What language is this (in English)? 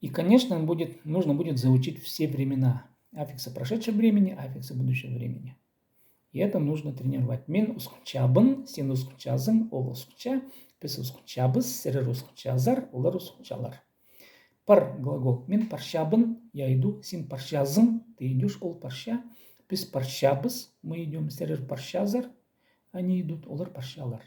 Khakas